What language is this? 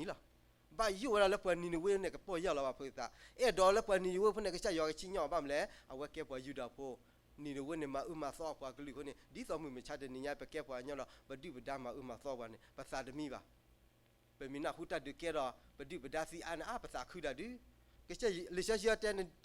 S'gaw Karen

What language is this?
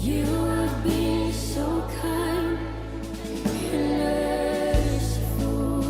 Fijian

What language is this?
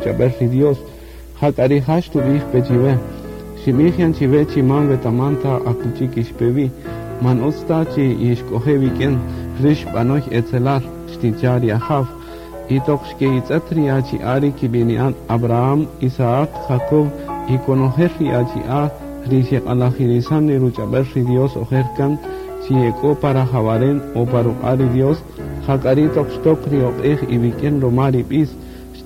Kaqchikel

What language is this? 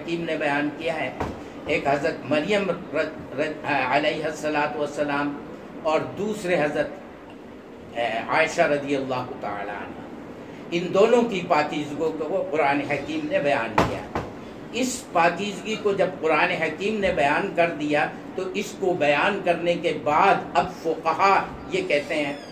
Urdu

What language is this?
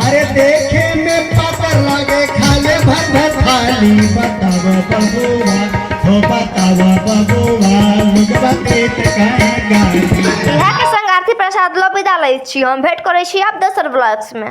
Maithili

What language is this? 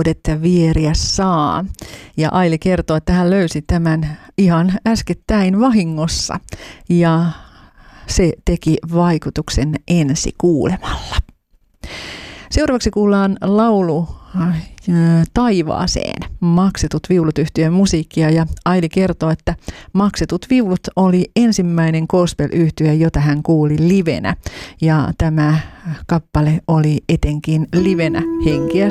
Finnish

